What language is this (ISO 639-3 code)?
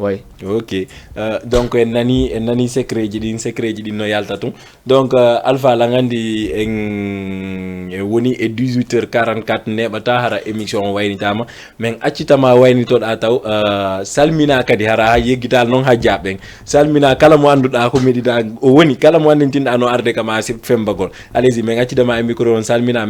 ful